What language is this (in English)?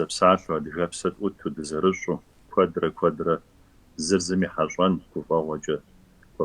Kabardian